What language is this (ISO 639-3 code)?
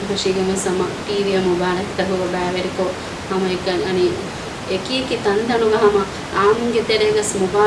div